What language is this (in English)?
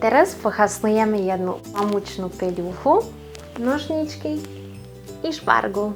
Rusyn